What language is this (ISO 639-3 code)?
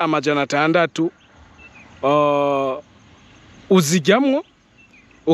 run